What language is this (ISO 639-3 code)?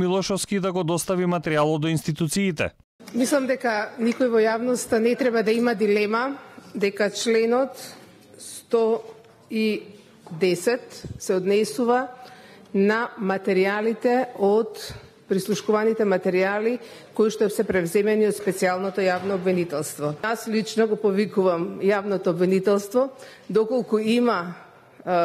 mkd